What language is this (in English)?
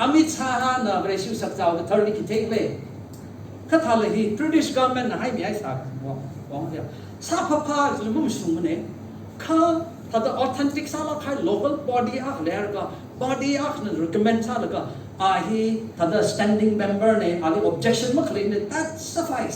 Tangkhul Naga (India)